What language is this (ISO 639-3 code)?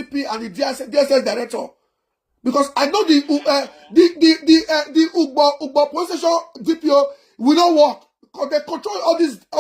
pcm